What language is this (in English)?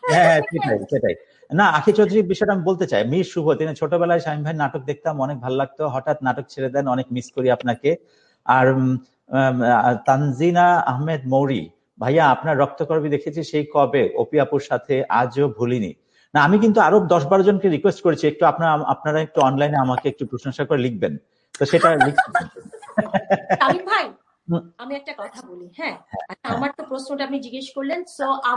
Bangla